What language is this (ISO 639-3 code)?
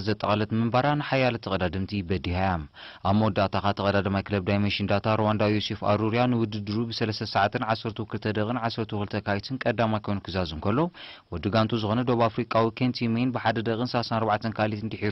tir